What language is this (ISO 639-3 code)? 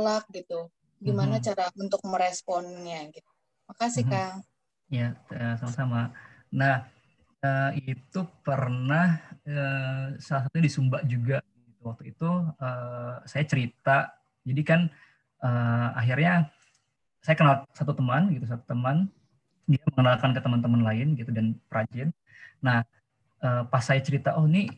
ind